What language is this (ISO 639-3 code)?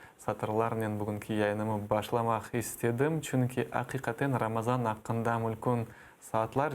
crh